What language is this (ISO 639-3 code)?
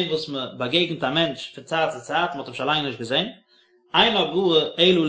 yid